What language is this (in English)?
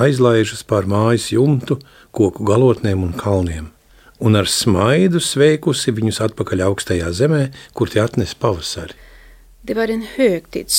Latvian